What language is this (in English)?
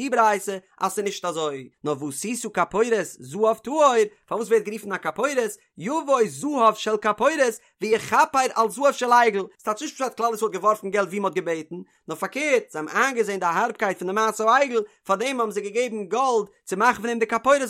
Yiddish